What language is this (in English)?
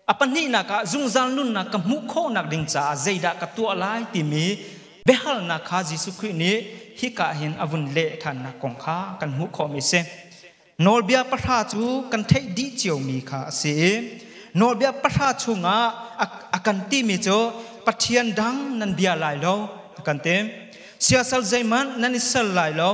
Hakha Chin